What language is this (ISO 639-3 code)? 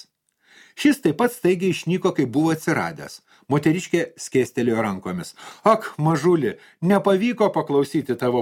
lit